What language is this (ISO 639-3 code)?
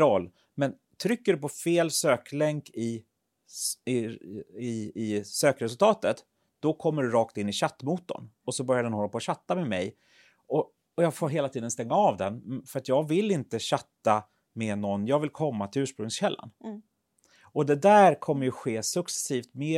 swe